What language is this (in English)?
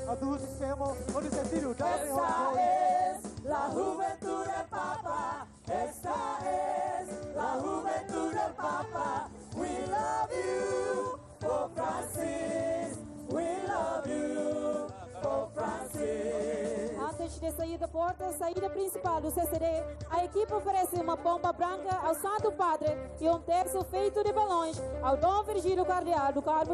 Tetum